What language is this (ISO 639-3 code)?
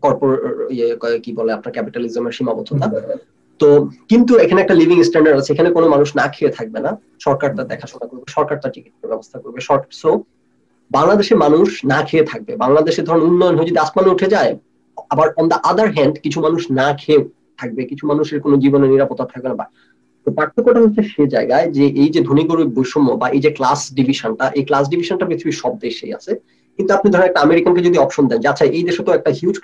ben